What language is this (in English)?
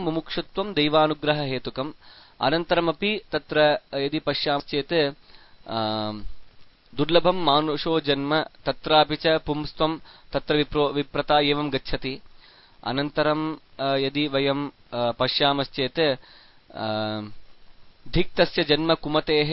Sanskrit